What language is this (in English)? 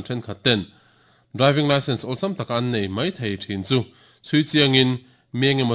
Mizo